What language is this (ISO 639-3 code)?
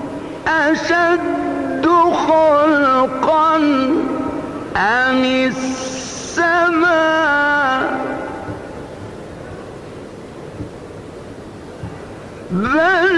ara